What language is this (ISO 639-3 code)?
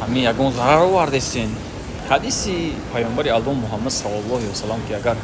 tgk